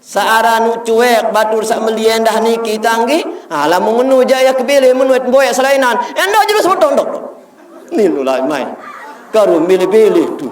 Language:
Sasak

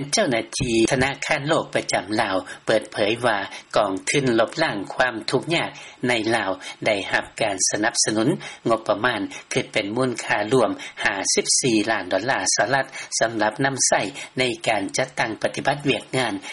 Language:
Lao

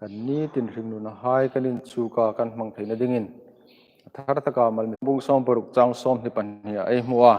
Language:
Hmar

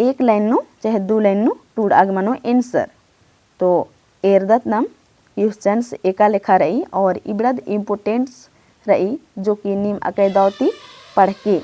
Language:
Kurukh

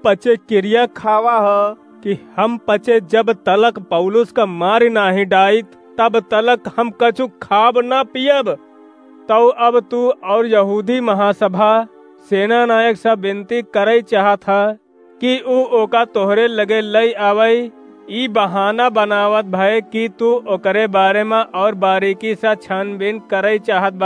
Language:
Awadhi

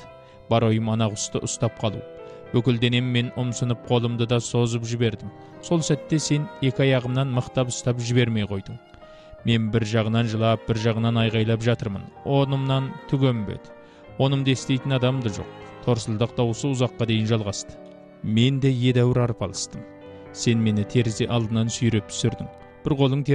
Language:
Kazakh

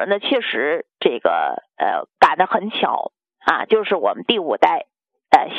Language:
Chinese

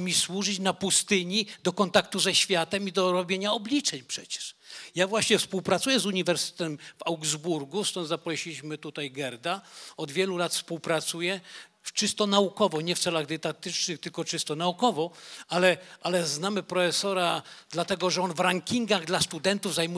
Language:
Polish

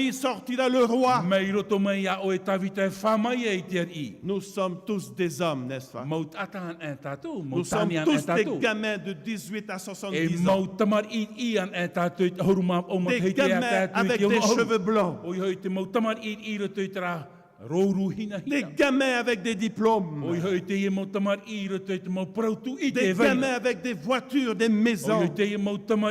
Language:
Tahitian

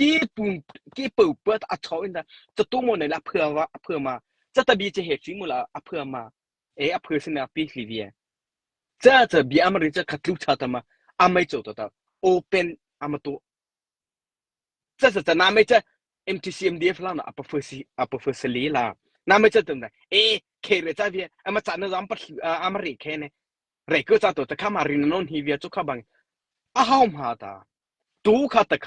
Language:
Mara Chin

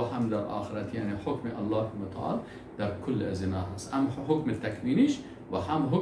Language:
Persian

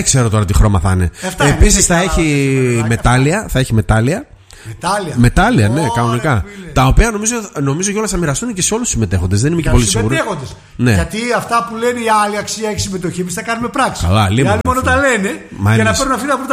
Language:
Greek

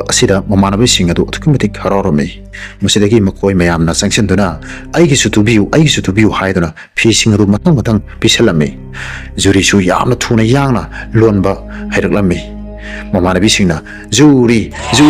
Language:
Manipuri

